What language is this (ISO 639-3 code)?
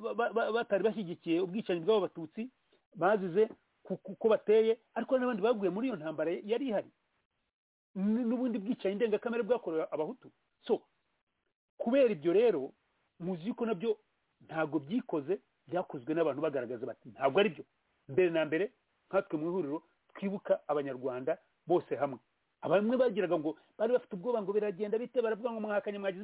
kin